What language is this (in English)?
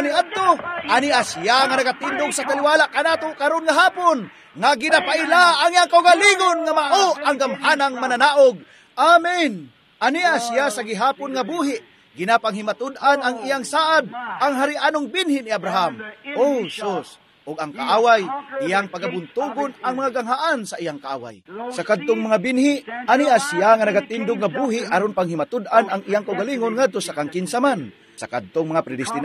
Cebuano